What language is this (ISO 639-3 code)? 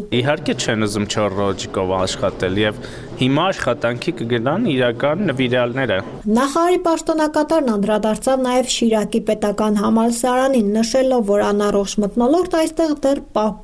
hye